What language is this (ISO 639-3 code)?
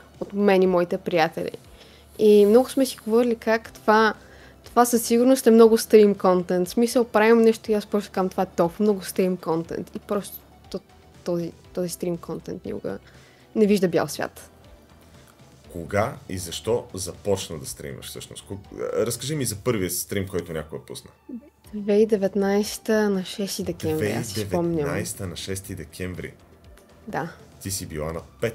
bul